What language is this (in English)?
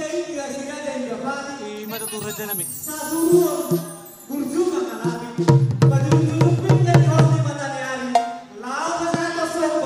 Batak Toba